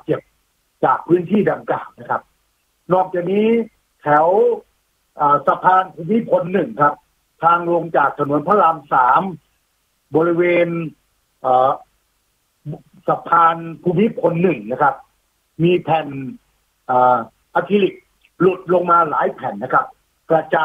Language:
Thai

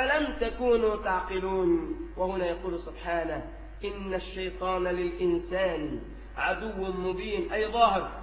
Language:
Arabic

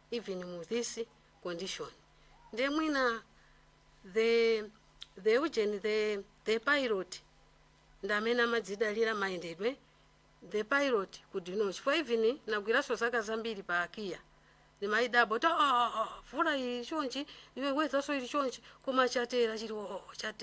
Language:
Nyanja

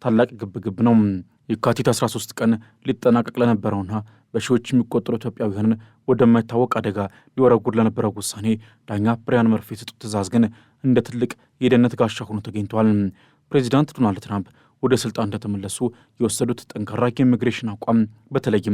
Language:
Amharic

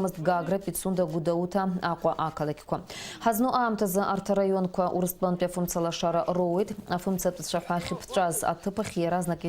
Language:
Abkhazian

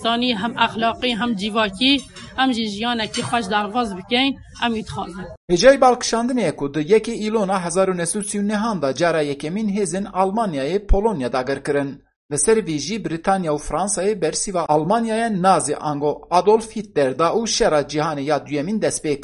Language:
Kurdish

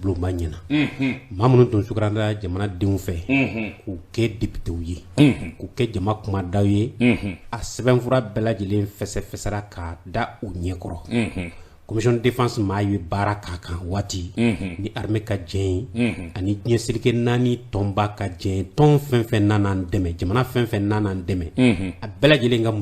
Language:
Bambara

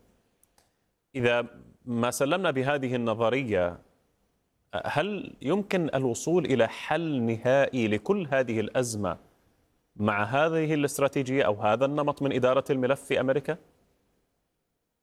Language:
Arabic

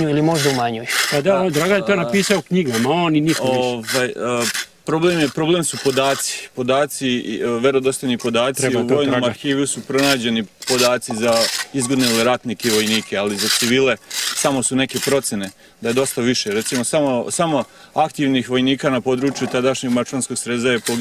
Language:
Serbian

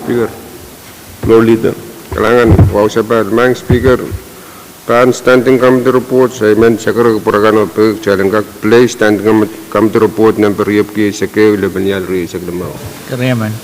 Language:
Pohnpeian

